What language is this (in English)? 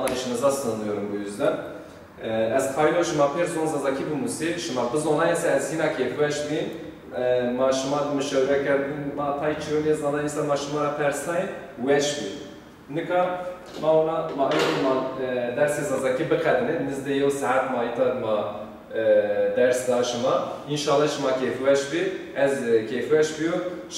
Zaza